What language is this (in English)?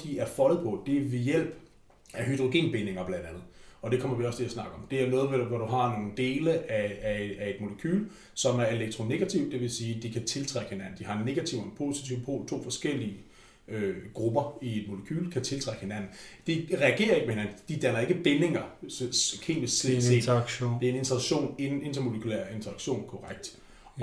Danish